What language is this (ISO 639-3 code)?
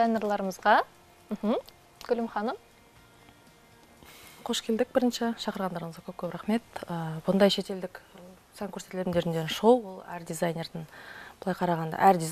kaz